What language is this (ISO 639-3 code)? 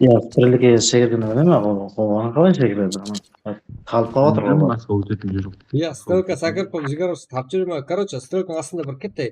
kaa